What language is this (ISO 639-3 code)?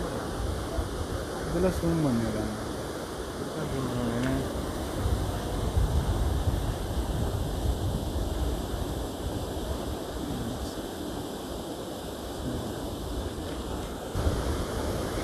tam